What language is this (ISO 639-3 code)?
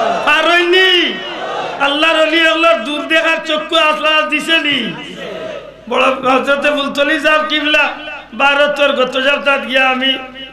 ben